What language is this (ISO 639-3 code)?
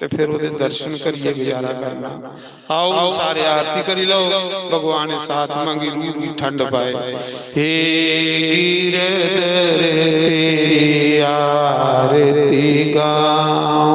doi